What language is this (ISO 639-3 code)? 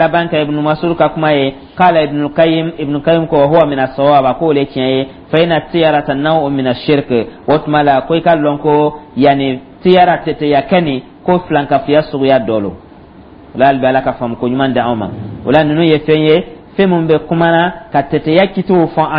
dyu